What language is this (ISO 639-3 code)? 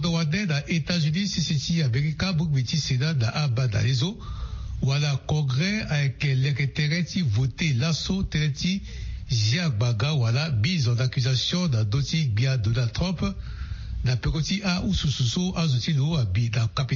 sag